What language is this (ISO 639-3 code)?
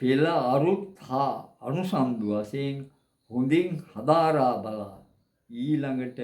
sin